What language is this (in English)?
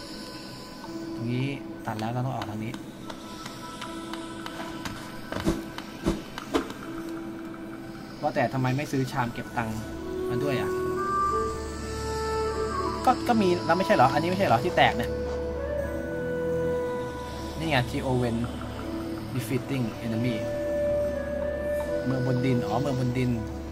Thai